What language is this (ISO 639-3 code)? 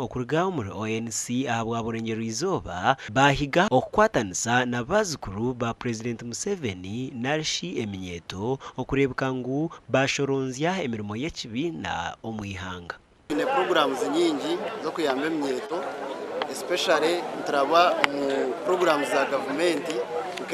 nyn